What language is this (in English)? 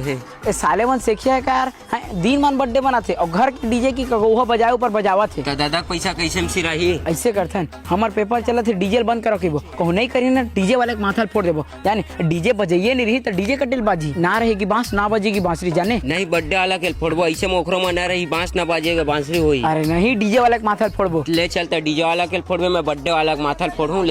Chhattisgarhi